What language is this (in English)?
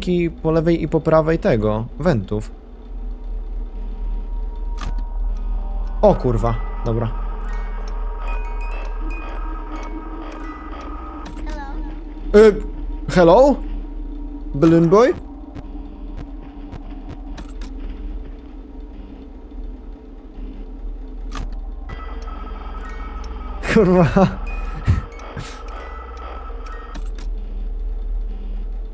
Polish